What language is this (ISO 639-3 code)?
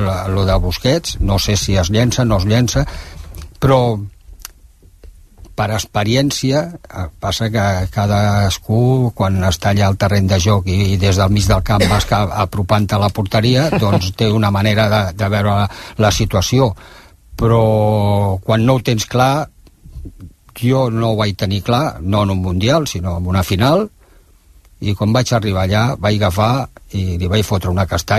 cat